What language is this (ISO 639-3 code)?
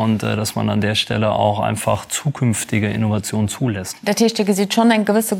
ltz